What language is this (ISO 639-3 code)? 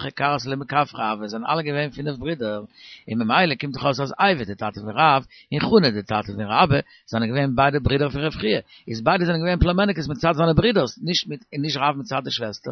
yid